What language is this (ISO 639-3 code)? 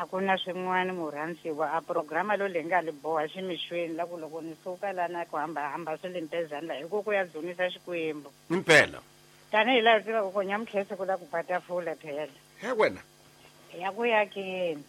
tso